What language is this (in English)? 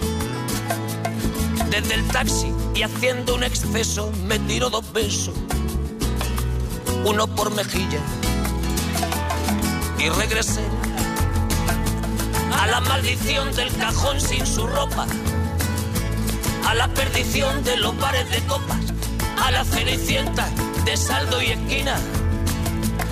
Spanish